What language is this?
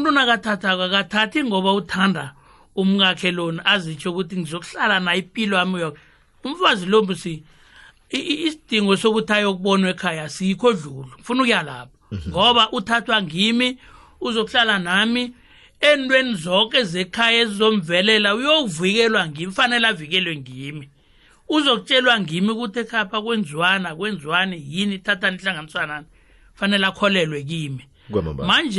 South Ndebele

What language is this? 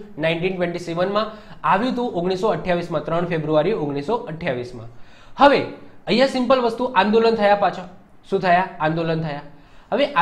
Gujarati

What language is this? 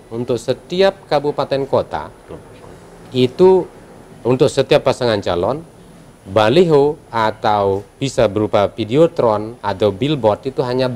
Indonesian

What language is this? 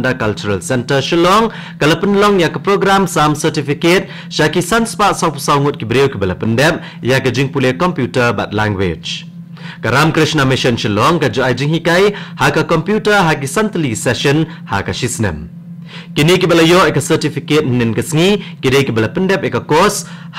Khasi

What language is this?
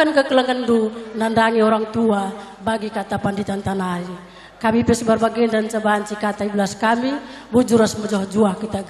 Batak Karo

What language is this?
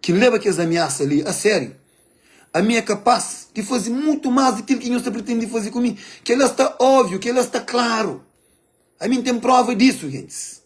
Kabuverdianu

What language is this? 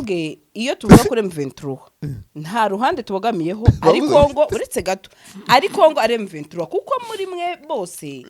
Kinyarwanda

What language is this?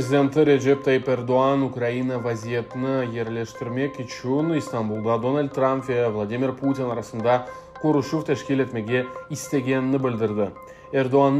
Crimean Tatar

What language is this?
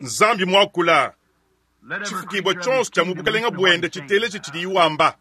Luba-Lulua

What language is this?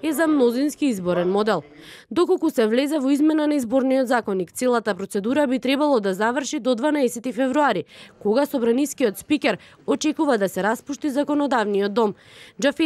Macedonian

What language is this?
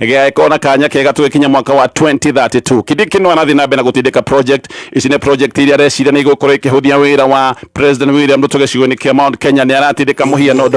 Kikuyu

